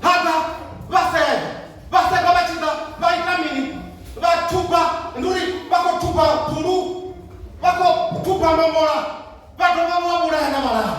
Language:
Venda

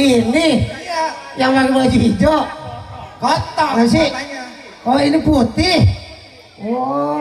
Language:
Betawi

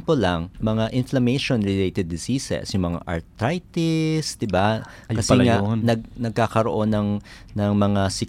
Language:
Filipino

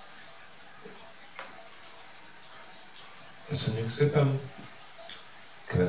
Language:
Hungarian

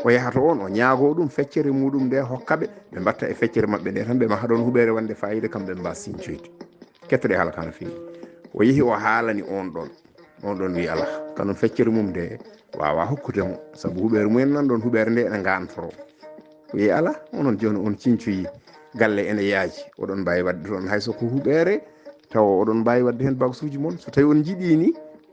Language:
Fula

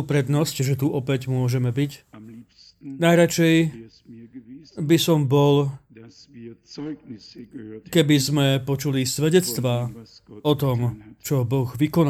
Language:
Slovak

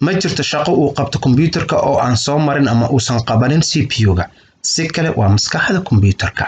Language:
Somali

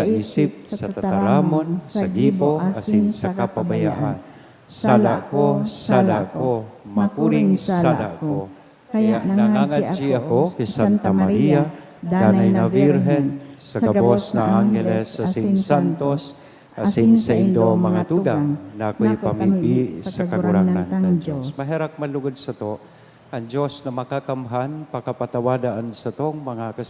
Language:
Bikol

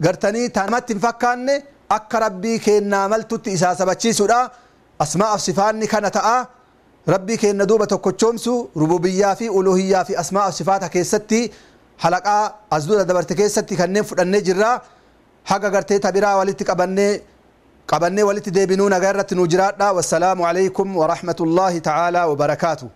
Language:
Oromo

